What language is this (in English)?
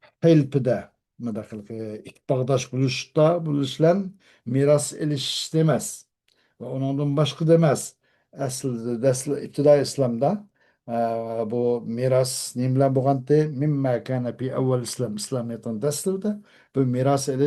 Uyghur